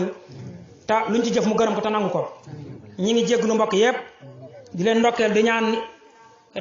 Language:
Wolof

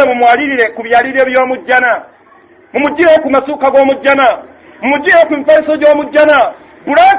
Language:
Ganda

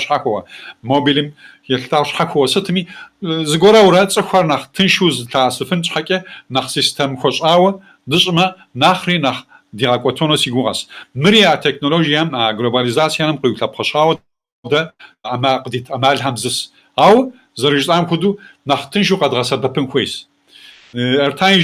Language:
Kabardian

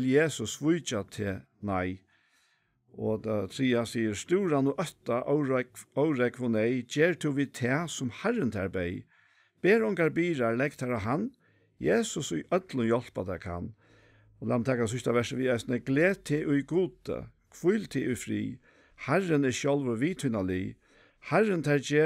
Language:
Faroese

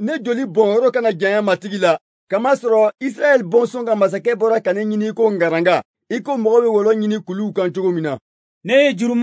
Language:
Bambara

